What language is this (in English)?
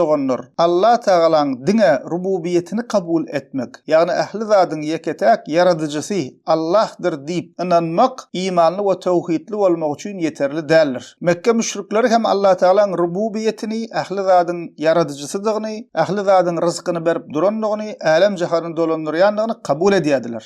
Turkmen